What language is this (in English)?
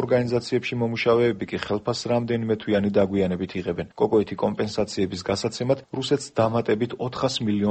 Georgian